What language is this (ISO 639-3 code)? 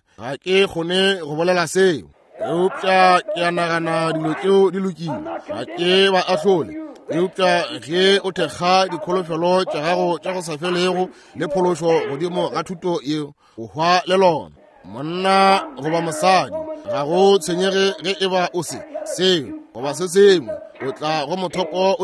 nso